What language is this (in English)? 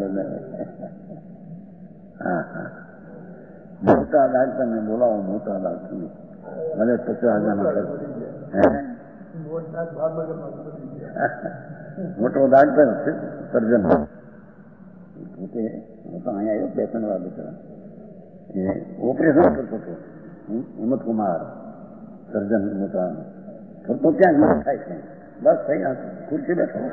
Gujarati